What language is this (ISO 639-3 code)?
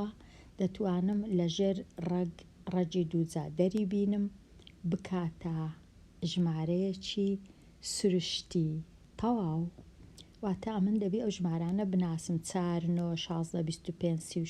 ckb